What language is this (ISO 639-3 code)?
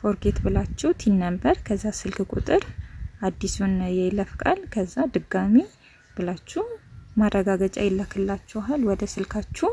amh